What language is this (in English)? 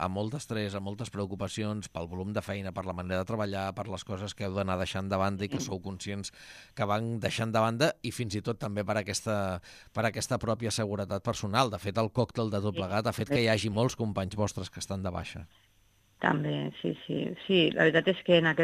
Catalan